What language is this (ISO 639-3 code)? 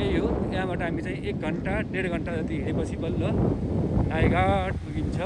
nep